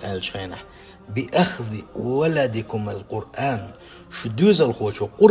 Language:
Chechen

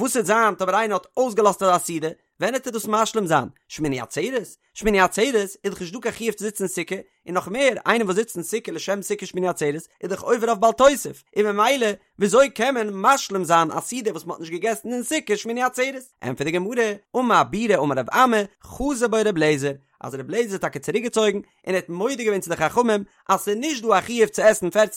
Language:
Yiddish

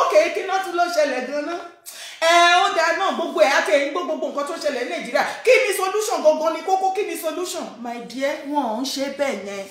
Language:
Yoruba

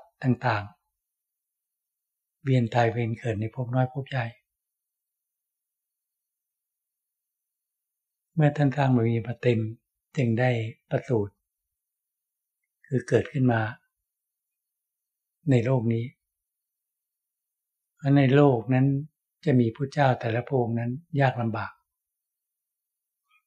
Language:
Thai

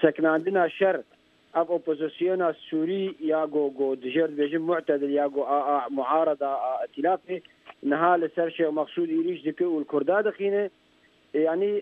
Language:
Kurdish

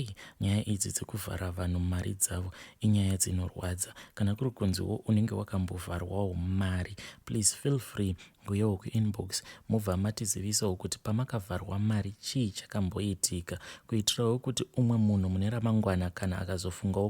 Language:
Shona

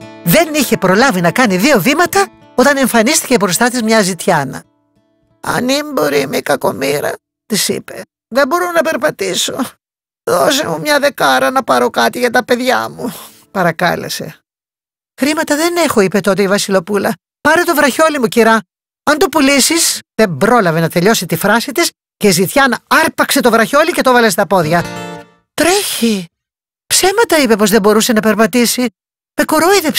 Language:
Greek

